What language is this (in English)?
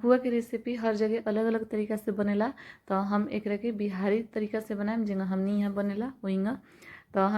Bhojpuri